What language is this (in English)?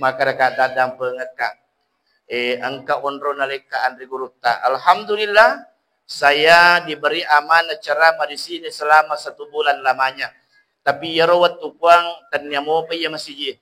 Buginese